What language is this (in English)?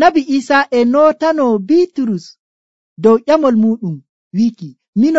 Nigerian Fulfulde